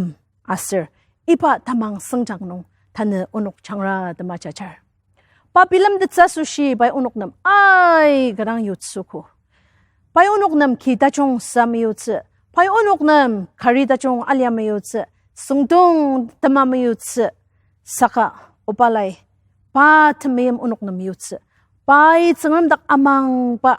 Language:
Ao Naga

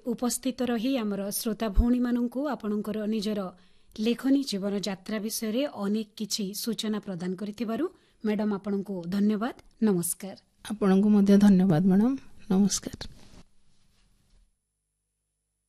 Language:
Odia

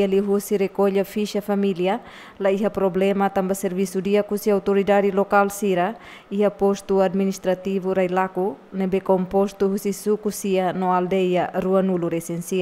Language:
Tetum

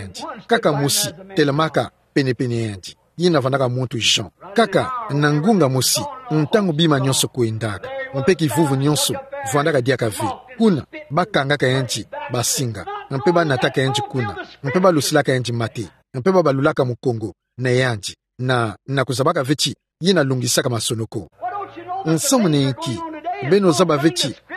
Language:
Kituba (Democratic Republic of Congo)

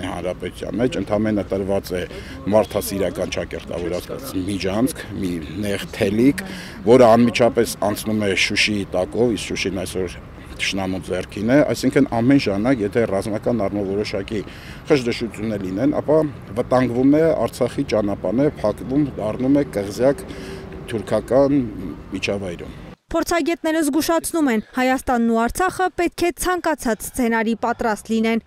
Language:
Armenian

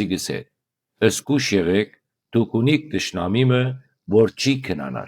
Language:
Western Armenian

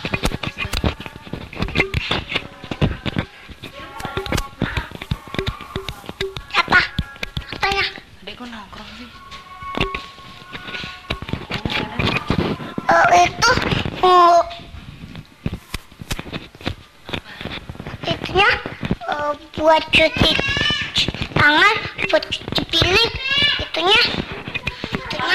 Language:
Indonesian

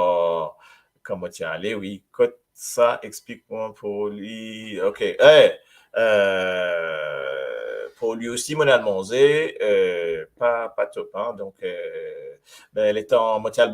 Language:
Morisyen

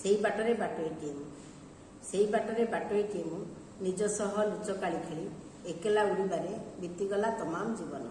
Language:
Odia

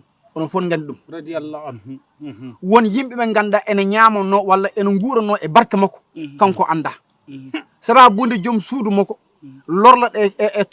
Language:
Fula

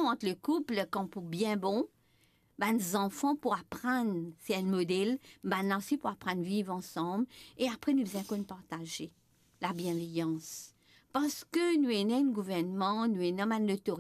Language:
Morisyen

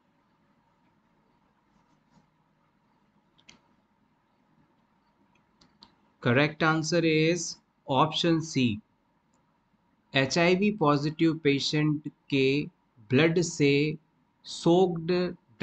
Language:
Hindi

